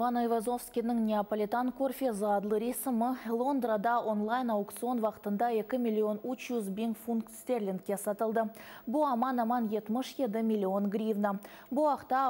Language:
Crimean Tatar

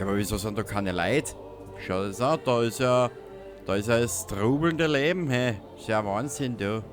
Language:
Bavarian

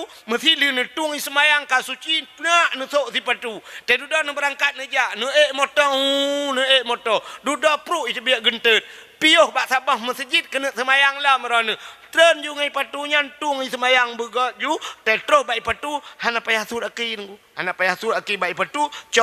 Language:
Achinese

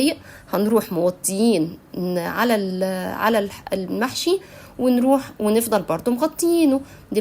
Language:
Egyptian Arabic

